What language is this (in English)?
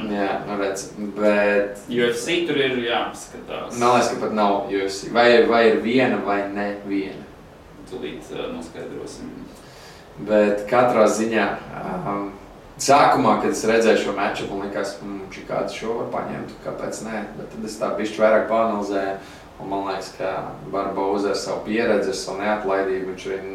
Latvian